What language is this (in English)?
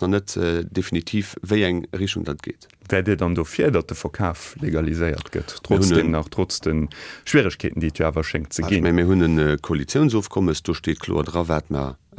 Luxembourgish